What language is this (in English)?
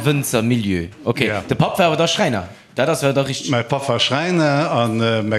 Luxembourgish